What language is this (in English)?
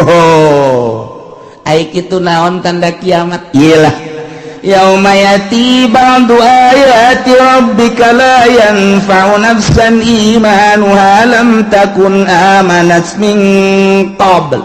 Sundanese